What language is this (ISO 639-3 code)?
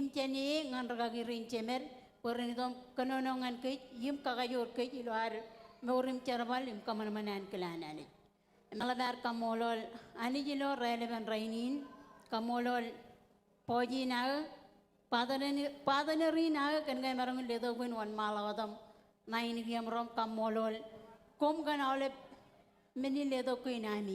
mah